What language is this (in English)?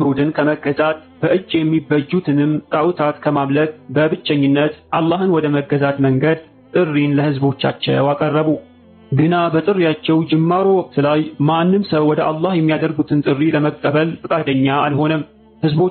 Amharic